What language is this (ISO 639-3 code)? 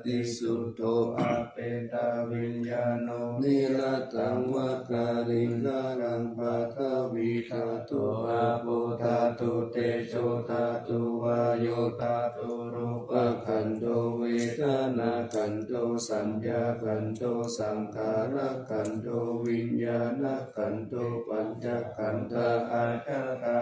pli